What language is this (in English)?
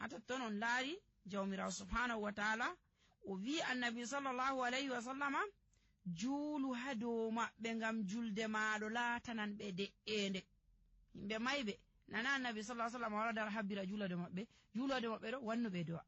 Nigerian Fulfulde